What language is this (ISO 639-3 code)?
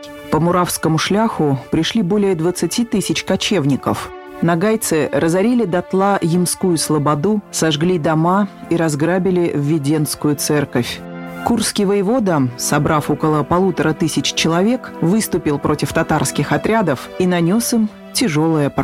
rus